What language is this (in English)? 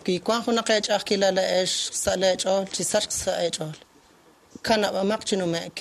Kekchí